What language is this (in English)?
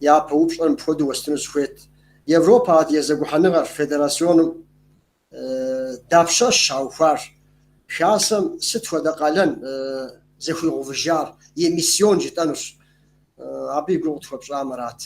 Kabardian